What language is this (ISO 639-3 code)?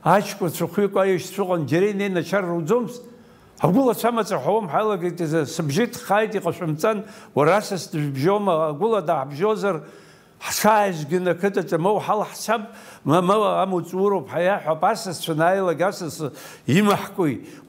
abk